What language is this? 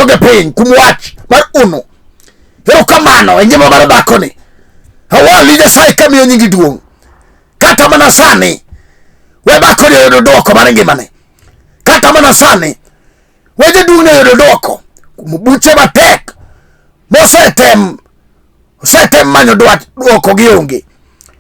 Luo (Kenya and Tanzania)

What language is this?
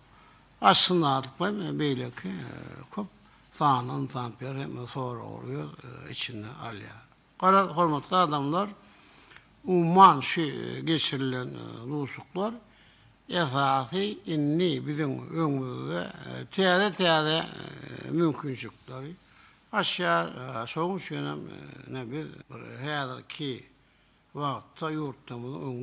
Turkmen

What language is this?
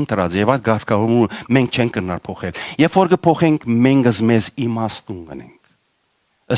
Western Armenian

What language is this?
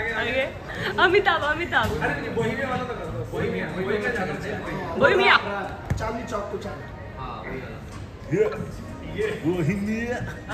Hindi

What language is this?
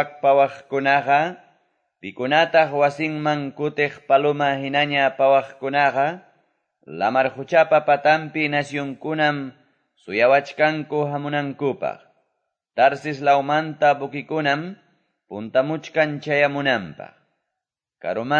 Quechua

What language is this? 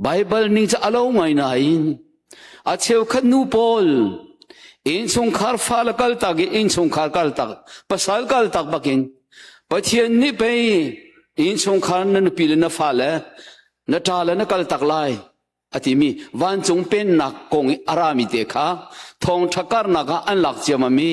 Hakha Chin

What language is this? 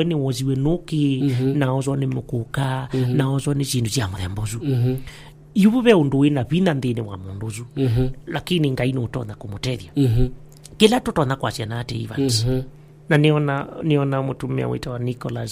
Kamba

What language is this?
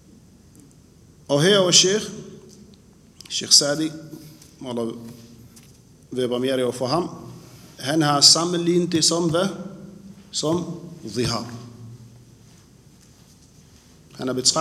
Danish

